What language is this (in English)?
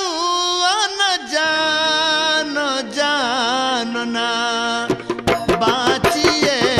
Bhojpuri